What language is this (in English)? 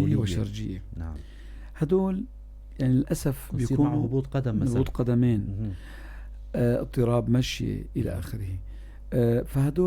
North Levantine Arabic